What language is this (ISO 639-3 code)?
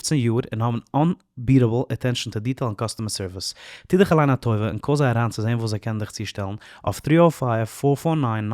yid